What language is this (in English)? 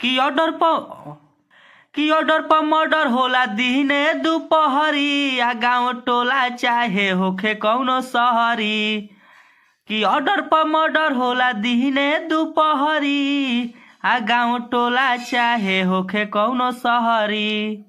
Bhojpuri